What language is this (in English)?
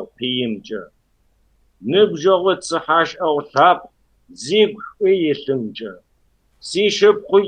Kabardian